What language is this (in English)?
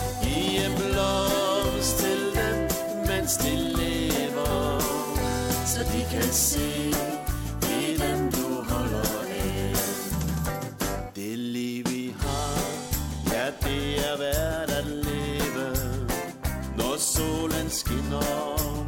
Danish